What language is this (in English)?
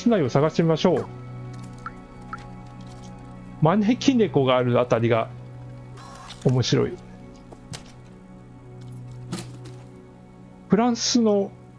Japanese